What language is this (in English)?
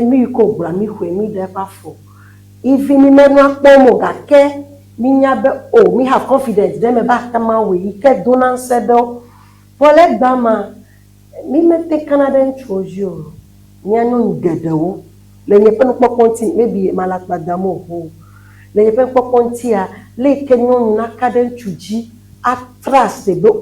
Ewe